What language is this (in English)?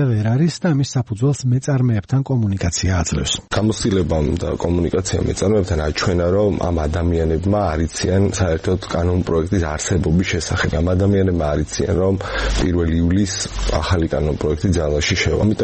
Georgian